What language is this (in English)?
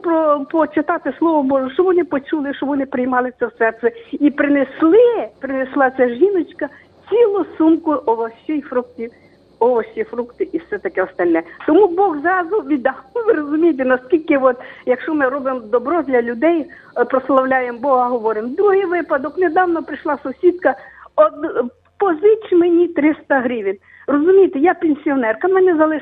Ukrainian